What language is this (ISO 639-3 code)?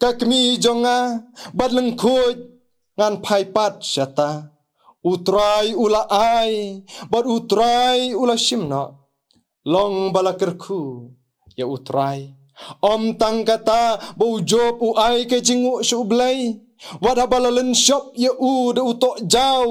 kha